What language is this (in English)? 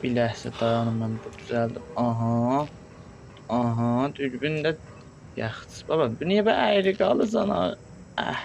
South Azerbaijani